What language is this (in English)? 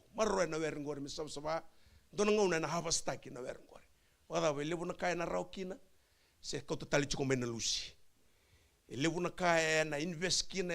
Fijian